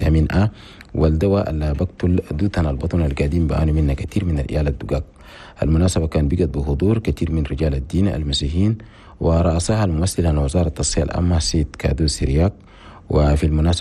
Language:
Chadian Arabic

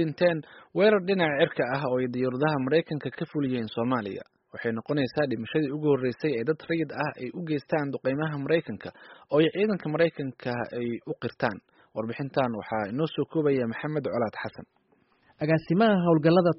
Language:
Somali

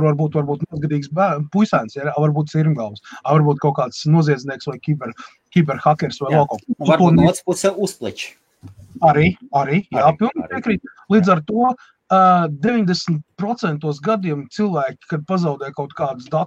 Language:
Latvian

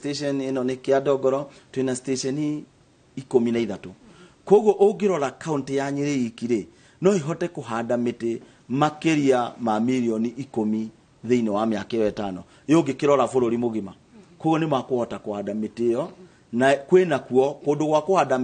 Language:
Kikuyu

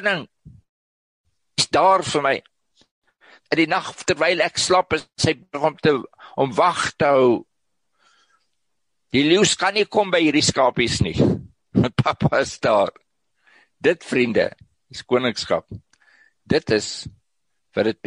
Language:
Afrikaans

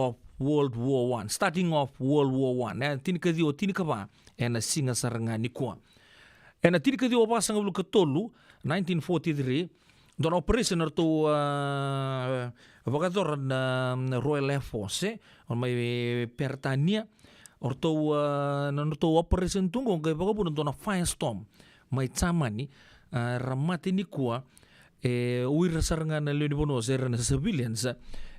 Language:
Fijian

